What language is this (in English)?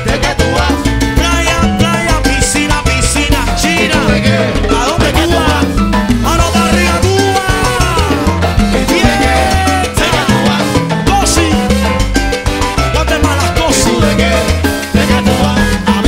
Spanish